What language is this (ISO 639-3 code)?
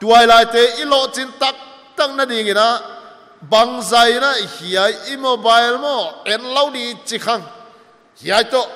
pck